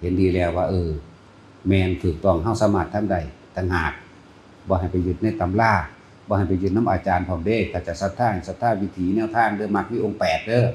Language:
Northeastern Thai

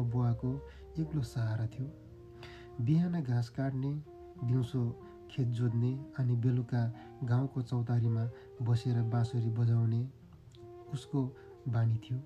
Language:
Nepali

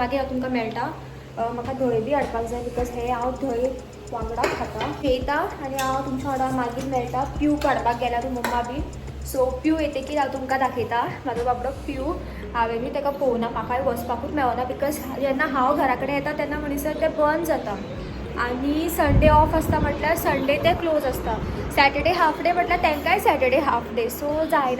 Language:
Konkani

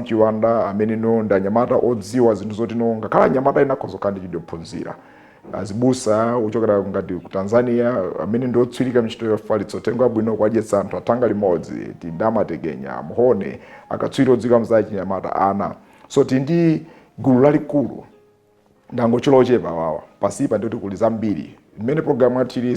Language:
Nyanja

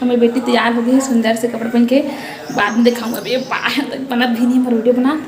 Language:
Chhattisgarhi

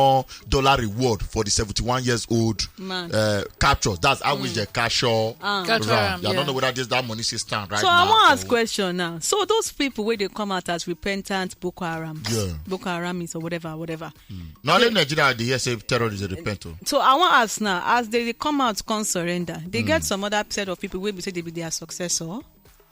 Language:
Nigerian Pidgin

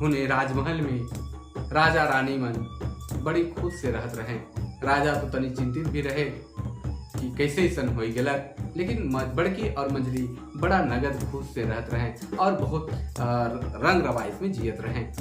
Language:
Sadri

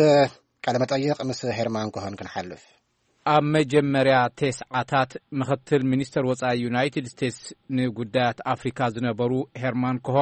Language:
Tigrinya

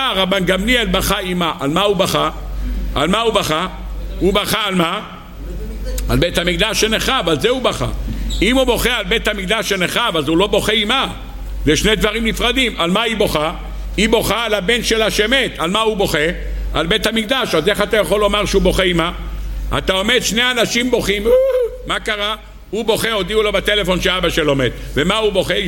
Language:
Hebrew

